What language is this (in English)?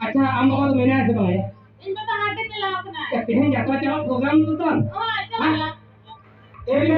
Santali